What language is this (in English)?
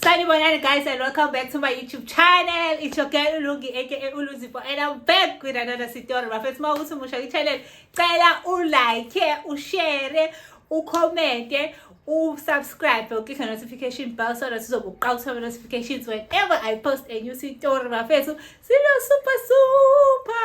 Zulu